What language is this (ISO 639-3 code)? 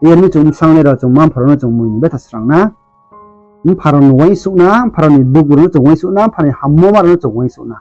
ria